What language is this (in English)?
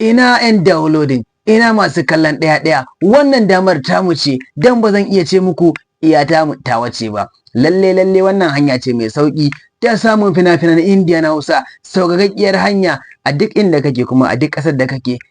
Hausa